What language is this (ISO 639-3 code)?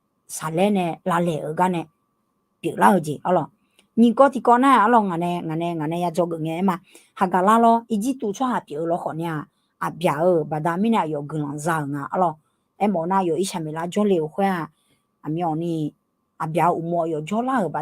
ahk